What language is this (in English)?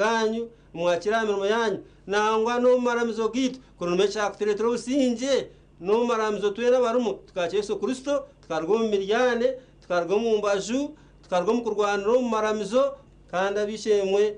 Nyankole